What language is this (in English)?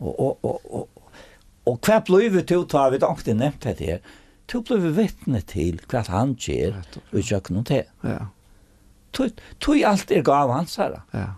Faroese